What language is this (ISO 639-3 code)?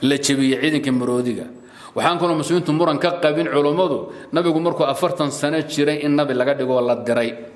som